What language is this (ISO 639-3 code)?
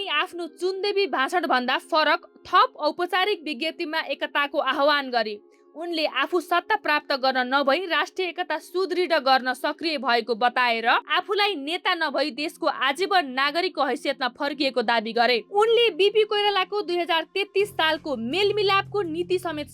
nep